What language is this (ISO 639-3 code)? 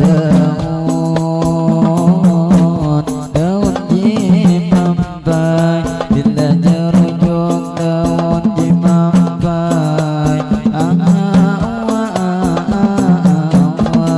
bjn